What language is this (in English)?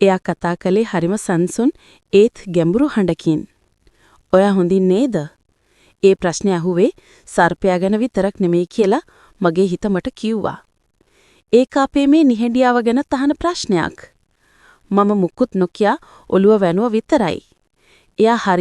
Sinhala